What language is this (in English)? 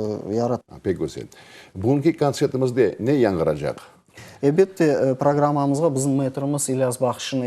Crimean Tatar